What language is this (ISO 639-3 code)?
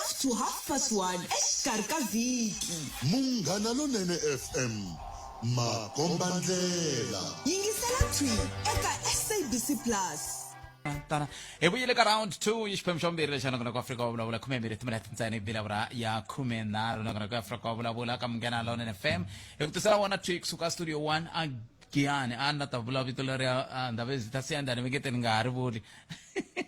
tso